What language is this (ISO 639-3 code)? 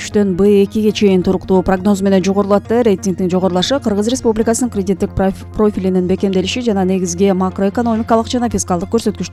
kir